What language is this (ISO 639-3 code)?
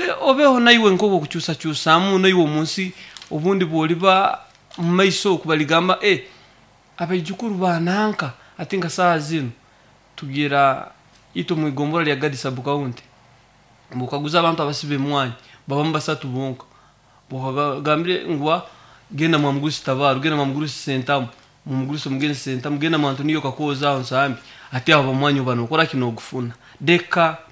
nyo